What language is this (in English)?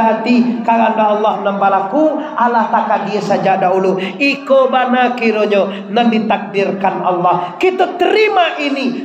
Minangkabau